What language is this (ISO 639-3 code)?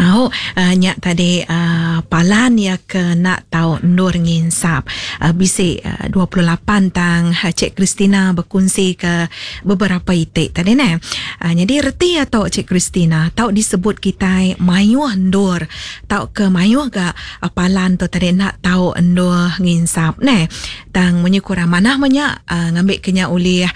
iba